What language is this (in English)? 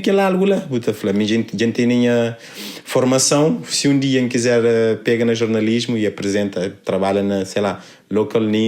Kabuverdianu